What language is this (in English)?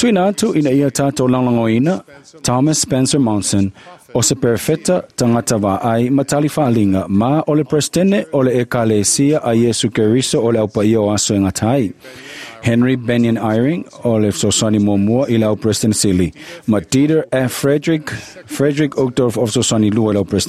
Samoan